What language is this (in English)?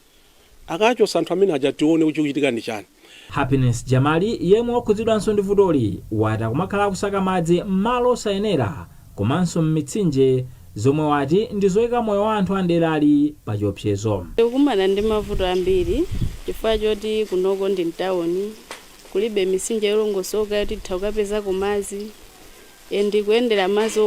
Nyanja